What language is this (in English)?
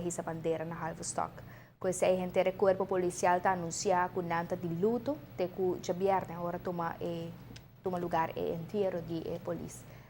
Papiamento